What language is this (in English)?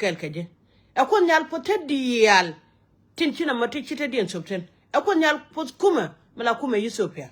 Nuer